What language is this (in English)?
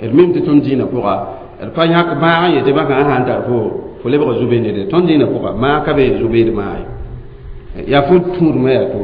Mossi